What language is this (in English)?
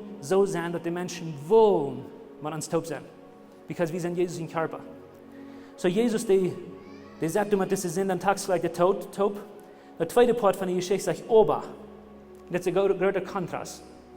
Plautdietsch